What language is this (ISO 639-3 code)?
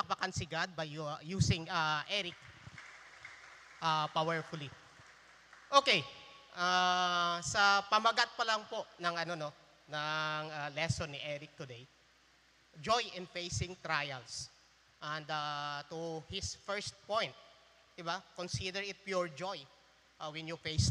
fil